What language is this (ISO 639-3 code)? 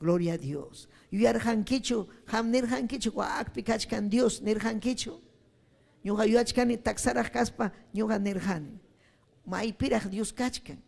quy